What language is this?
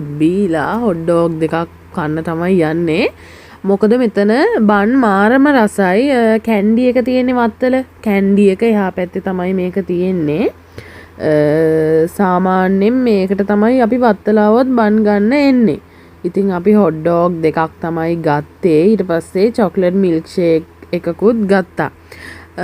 Sinhala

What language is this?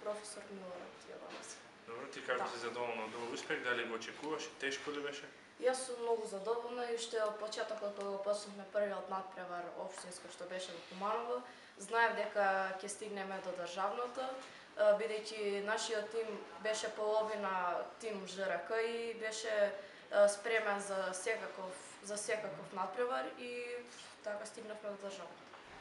Macedonian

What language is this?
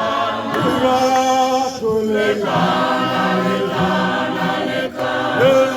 Tswana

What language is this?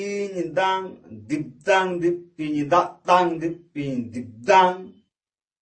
Santali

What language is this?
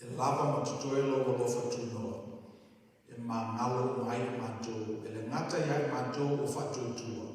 Samoan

